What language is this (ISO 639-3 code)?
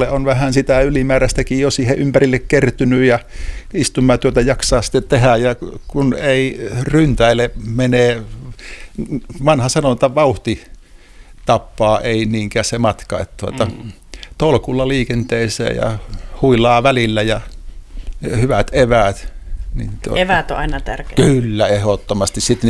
fin